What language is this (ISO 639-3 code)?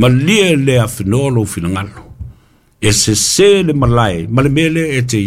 smo